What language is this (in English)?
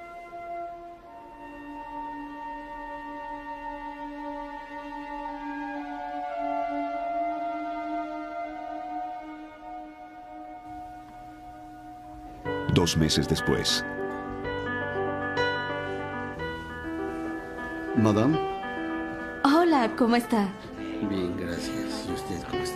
Spanish